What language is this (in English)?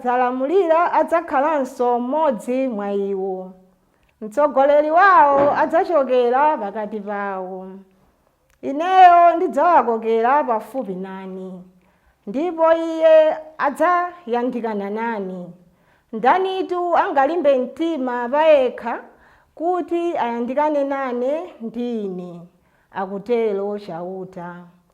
Nyanja